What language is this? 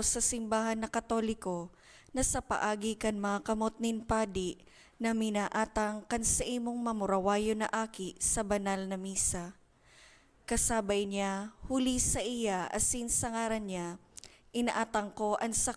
Bikol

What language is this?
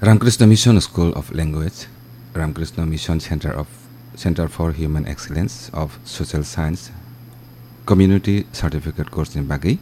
Kok Borok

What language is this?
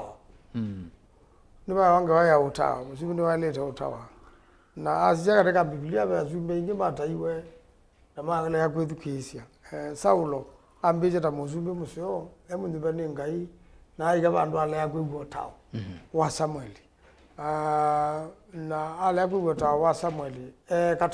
Kamba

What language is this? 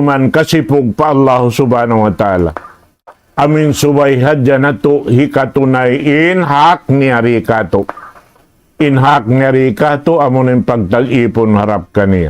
Tausug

